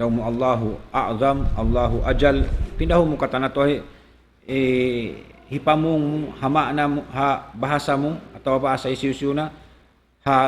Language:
Tausug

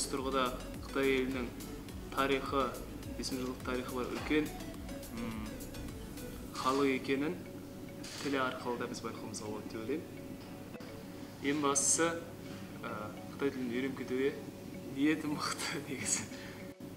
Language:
Kazakh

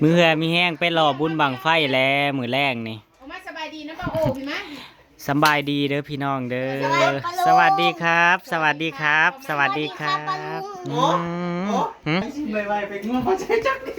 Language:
Northeastern Thai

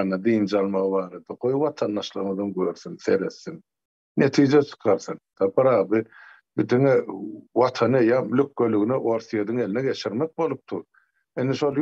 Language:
Turkmen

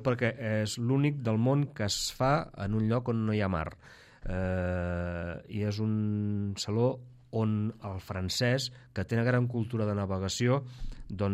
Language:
Catalan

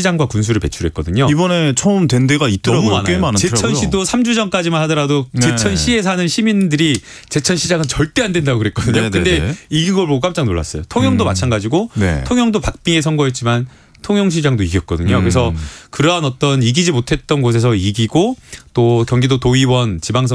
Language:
Korean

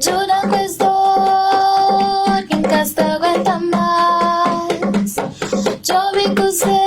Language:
Kabuverdianu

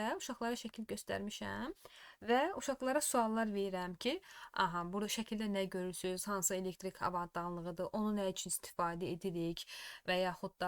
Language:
Azerbaijani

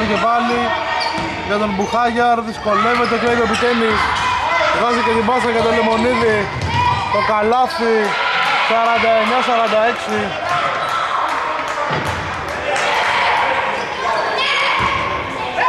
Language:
Greek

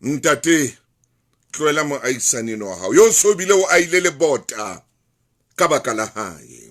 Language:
Southern Sotho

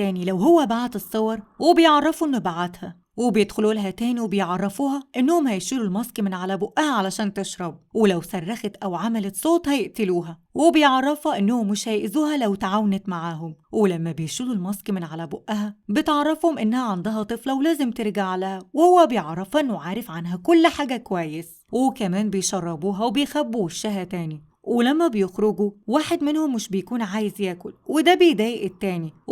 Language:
Egyptian Arabic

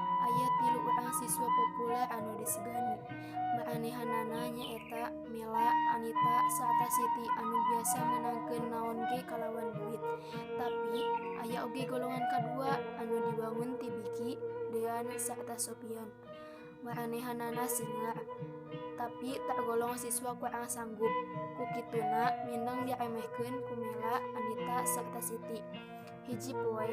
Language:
Sundanese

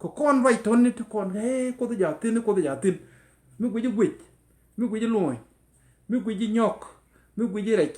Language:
Nuer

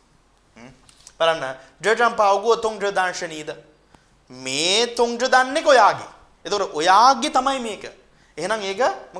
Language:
Sinhala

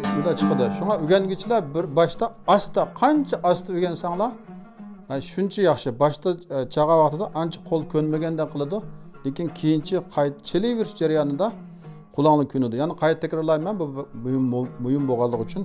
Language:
Uyghur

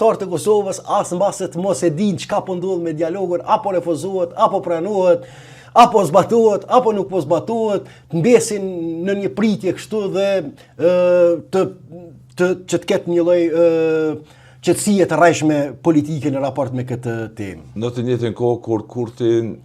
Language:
Albanian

